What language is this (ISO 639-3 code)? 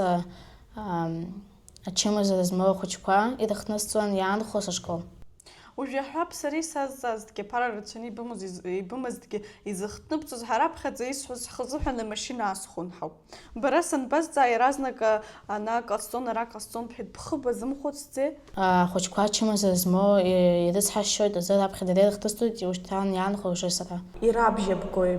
abk